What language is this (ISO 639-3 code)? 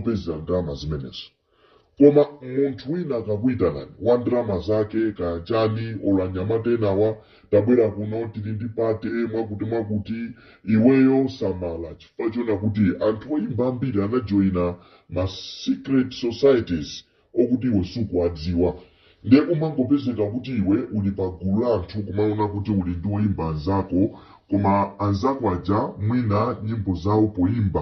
nya